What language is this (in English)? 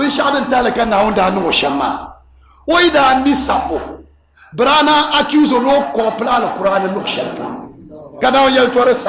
Dagbani